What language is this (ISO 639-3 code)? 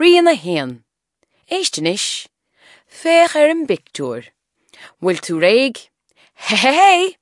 gle